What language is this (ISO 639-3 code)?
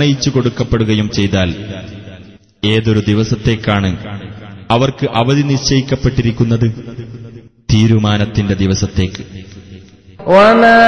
mal